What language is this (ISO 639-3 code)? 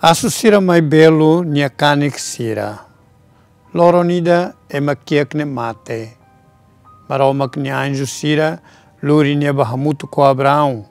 tet